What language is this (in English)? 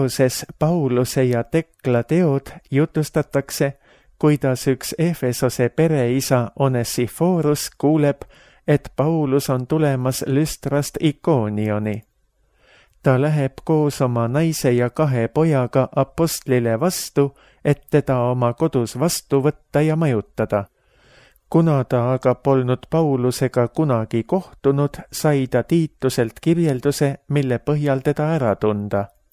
Estonian